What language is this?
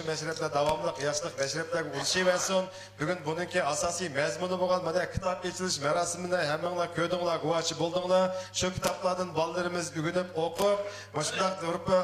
Uyghur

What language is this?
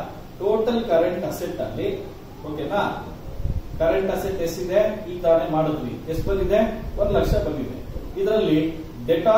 Kannada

